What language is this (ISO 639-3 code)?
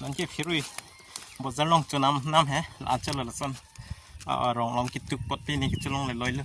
mjw